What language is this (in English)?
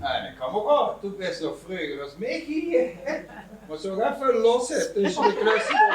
Limburgish